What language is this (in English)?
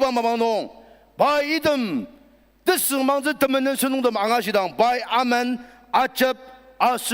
Ao Naga